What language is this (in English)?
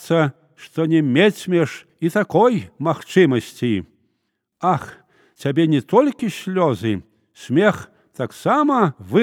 Belarusian